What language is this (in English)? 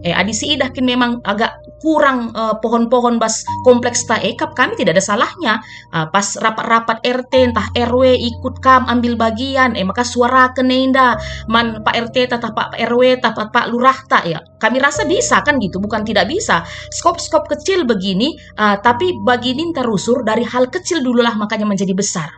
Batak Karo